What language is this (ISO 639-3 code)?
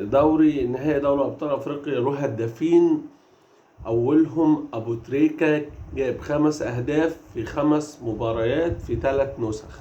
arz